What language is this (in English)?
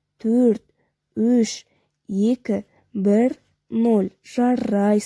Kazakh